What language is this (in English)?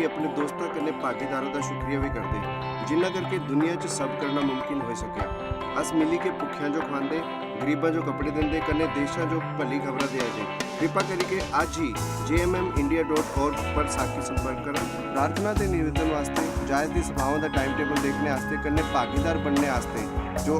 Dogri